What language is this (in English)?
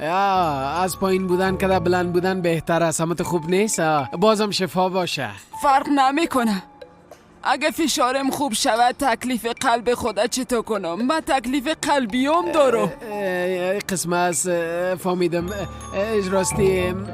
Persian